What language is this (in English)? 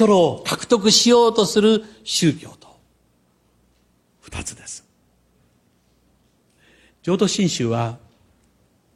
Japanese